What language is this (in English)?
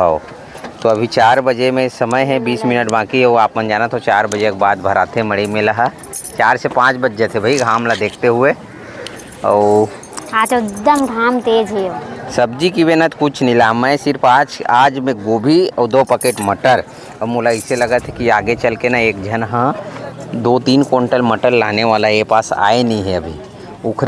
Chhattisgarhi